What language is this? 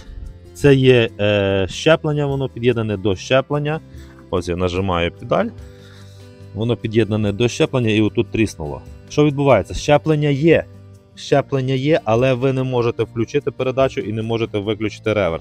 Ukrainian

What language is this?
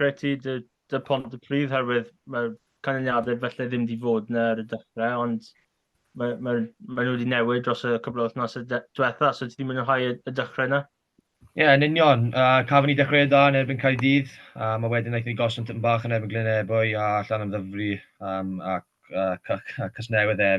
Welsh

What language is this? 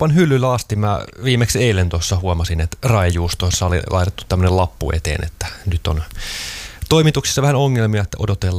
Finnish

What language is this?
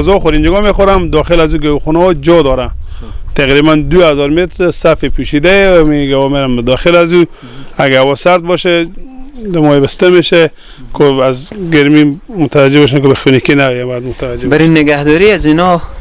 Persian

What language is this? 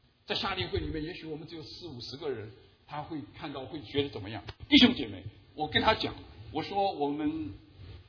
Chinese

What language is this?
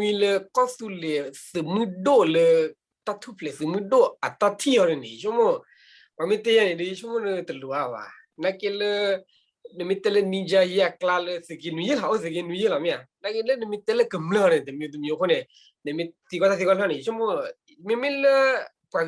S'gaw Karen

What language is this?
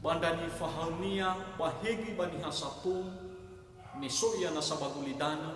Nias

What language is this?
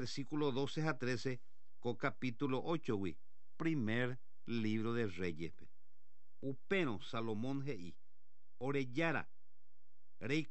Guarani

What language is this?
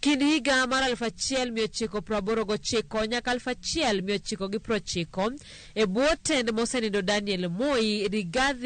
Luo (Kenya and Tanzania)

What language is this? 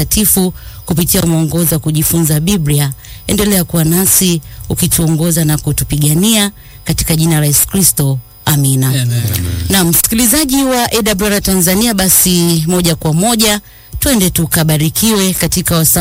Swahili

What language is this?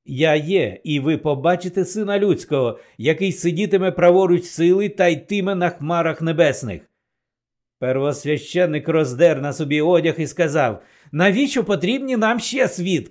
Ukrainian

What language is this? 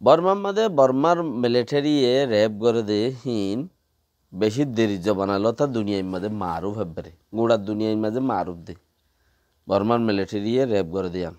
Rohingya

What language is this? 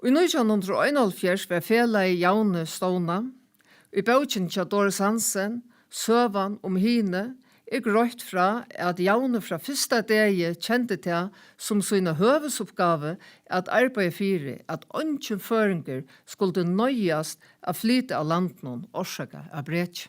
Faroese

